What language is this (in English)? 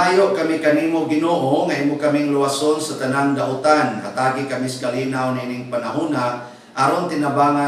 Cebuano